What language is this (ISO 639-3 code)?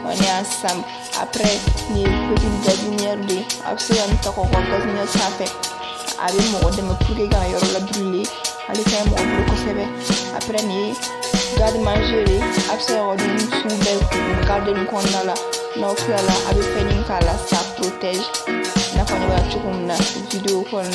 bam